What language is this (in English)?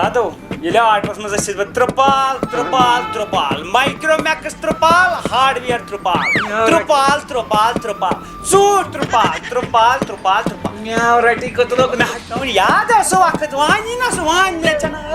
Kashmiri